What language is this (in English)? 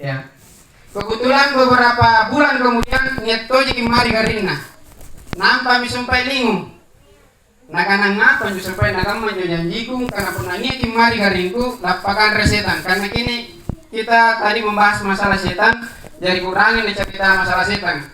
Makasar